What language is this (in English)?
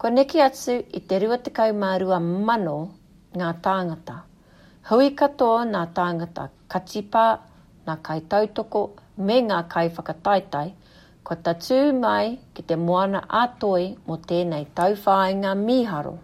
Māori